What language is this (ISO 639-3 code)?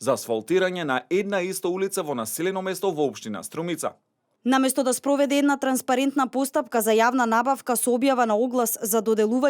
mkd